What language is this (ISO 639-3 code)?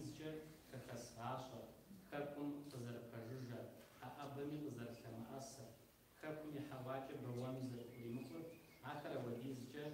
kbd